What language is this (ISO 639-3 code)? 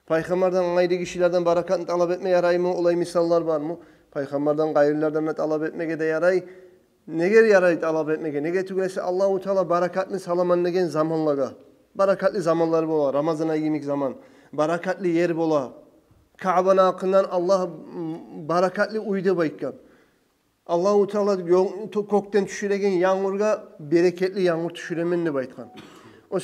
kum